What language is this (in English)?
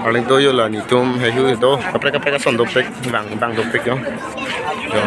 Karbi